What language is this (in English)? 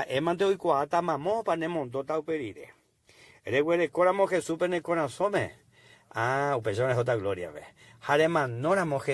Guarani